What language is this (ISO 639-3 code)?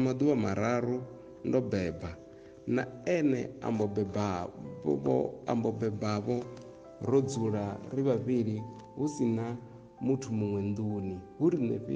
ven